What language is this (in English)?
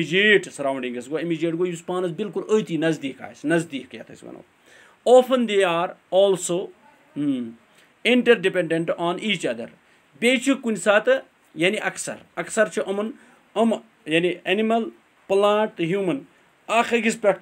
Kashmiri